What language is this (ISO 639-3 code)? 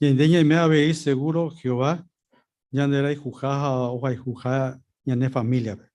grn